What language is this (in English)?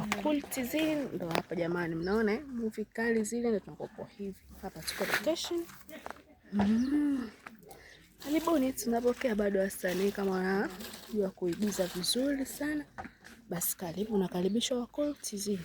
Swahili